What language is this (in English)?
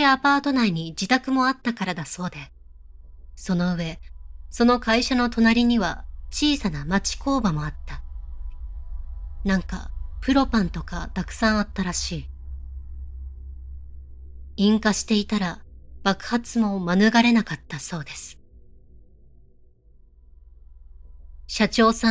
Japanese